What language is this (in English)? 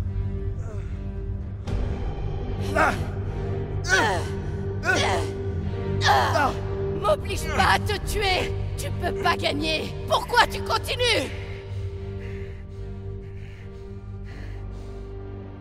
French